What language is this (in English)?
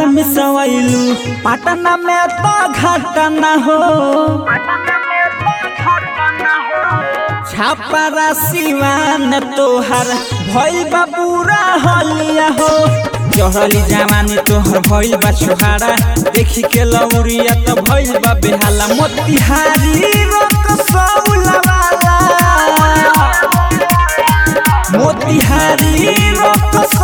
Bhojpuri